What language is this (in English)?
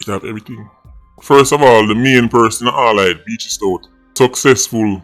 Jamaican Creole English